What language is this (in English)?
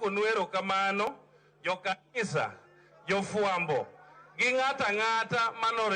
Luo (Kenya and Tanzania)